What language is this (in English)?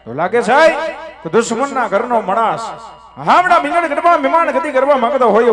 Gujarati